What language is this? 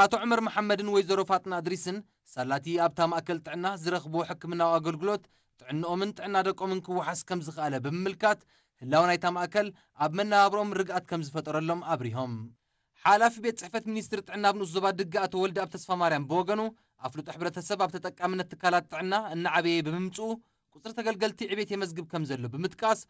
Tigrinya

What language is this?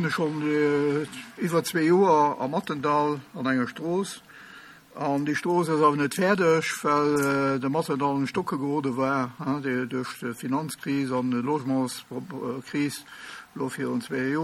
Luxembourgish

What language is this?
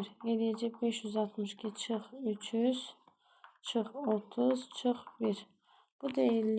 Azerbaijani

